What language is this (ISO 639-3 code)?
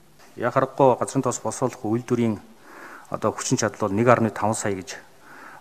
mon